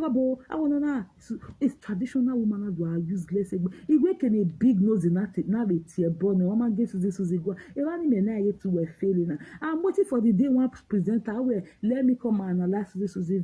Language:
Nigerian Pidgin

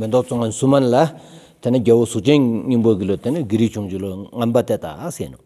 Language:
Stod Bhoti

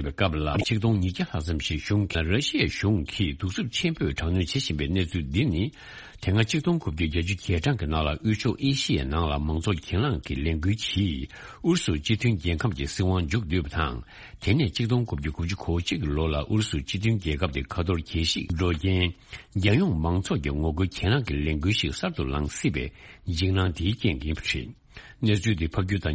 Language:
Tibetan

